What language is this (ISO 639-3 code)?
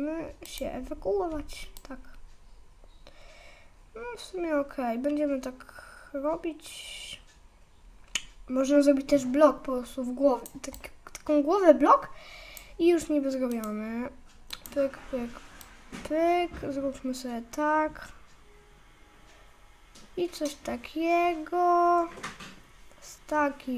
pol